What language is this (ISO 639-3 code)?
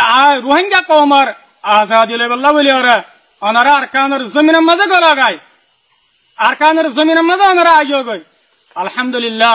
rhg